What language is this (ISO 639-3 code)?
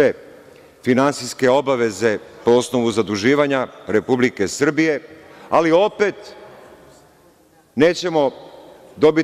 srp